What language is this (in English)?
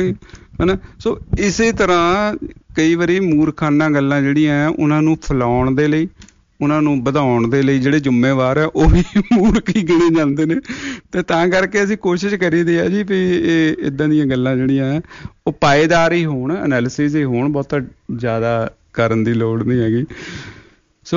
Punjabi